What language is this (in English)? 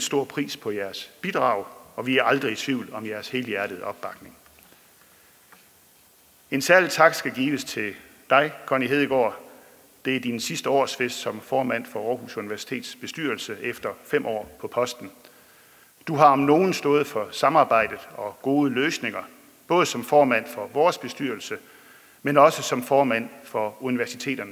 Danish